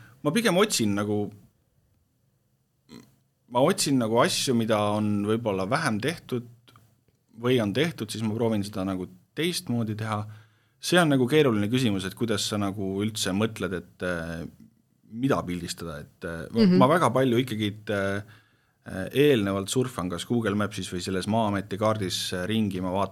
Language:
Estonian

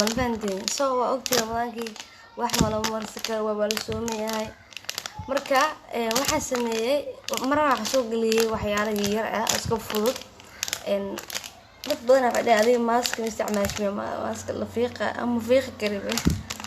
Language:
Somali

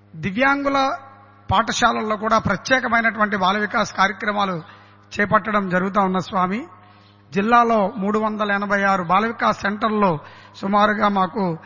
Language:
Telugu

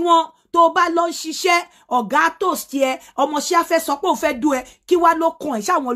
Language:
Yoruba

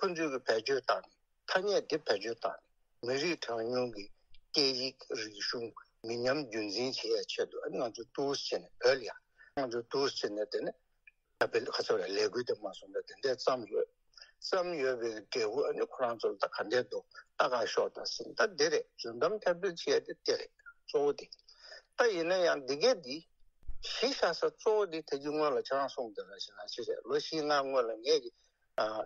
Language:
Tibetan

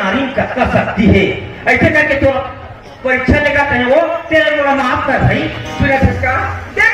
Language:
Chhattisgarhi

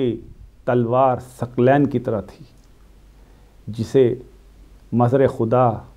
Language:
Urdu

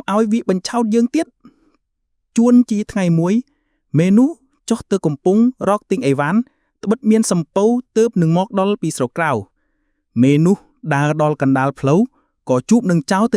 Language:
Khmer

